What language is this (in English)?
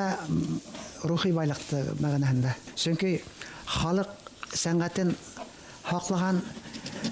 Bashkir